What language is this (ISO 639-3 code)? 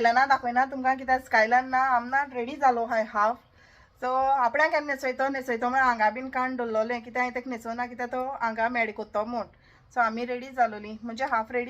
kok